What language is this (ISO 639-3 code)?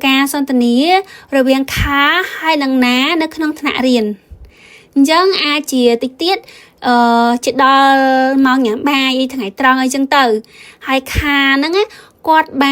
khm